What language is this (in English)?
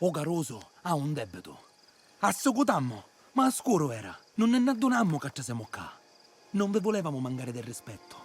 Sicilian